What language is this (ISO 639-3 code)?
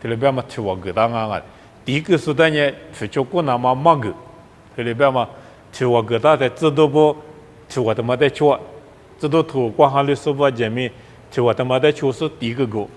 lis